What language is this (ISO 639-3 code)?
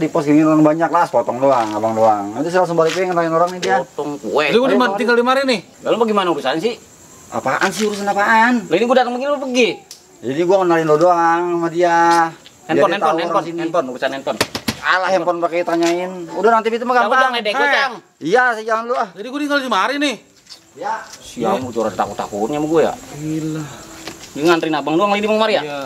bew